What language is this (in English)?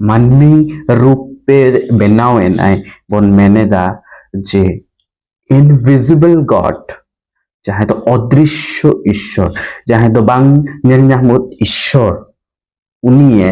Santali